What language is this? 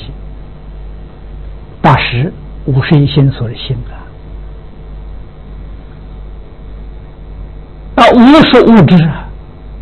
Chinese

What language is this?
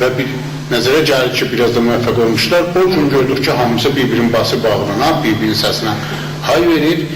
South Azerbaijani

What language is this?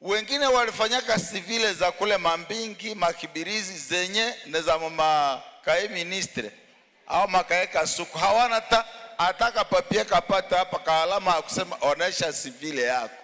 Swahili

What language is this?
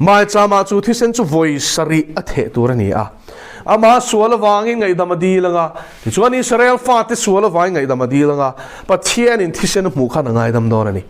Mizo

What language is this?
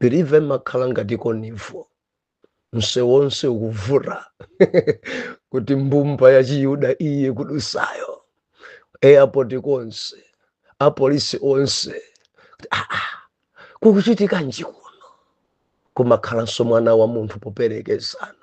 Nyanja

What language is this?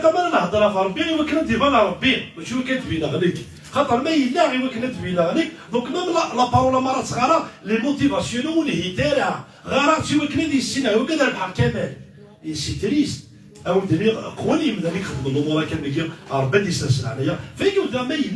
Kabyle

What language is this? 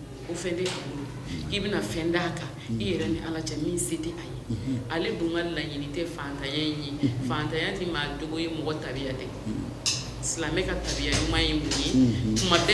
Bambara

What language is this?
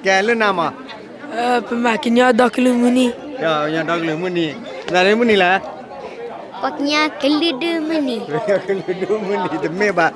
S'gaw Karen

